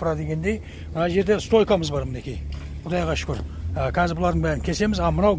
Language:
Kazakh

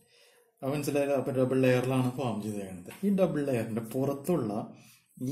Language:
Malayalam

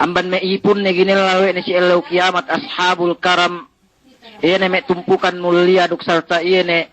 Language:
Yakan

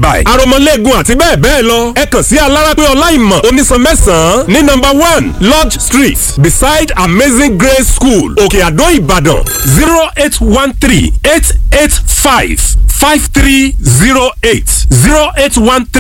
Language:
Yoruba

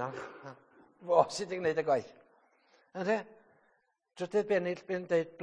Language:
Welsh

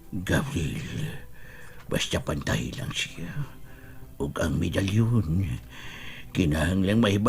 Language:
Cebuano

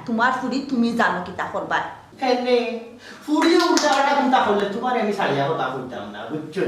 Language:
Sylheti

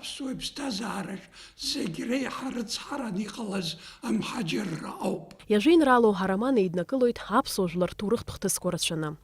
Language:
Abkhazian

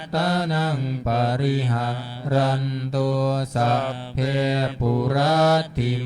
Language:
Pali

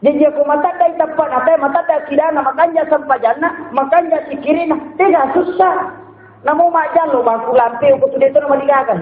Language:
Buginese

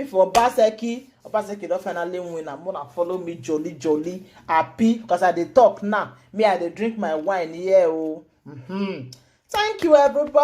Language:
Nigerian Pidgin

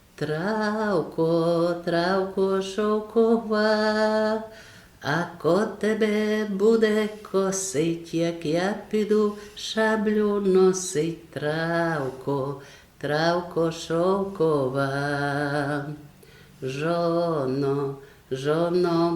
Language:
Rusyn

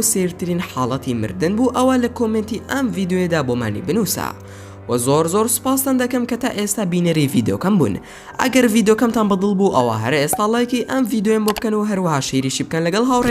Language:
Central Kurdish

